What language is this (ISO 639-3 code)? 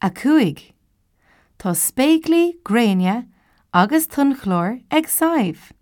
gle